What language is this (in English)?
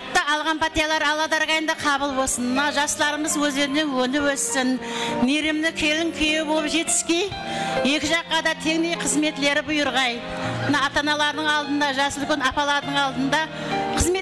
Kara-Kalpak